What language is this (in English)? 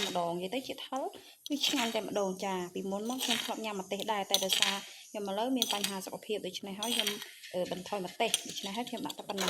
Khmer